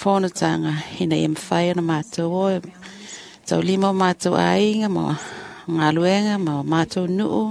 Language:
Samoan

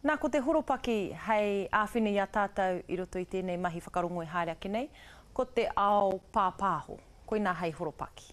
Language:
Māori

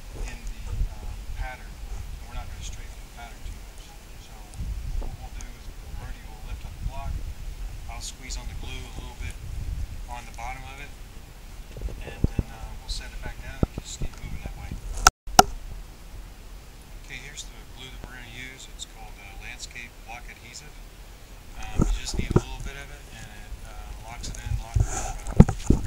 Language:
English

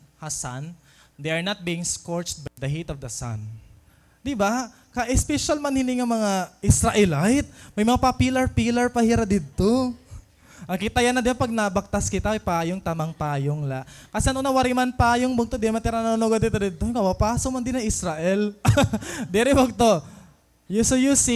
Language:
Waray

